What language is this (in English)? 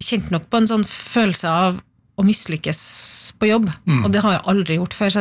Norwegian